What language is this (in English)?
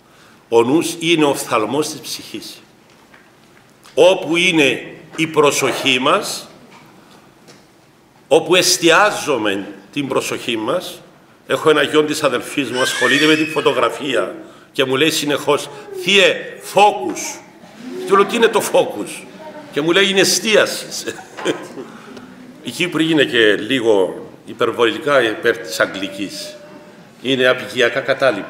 Greek